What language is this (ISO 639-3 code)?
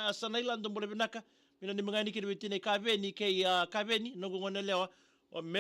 fij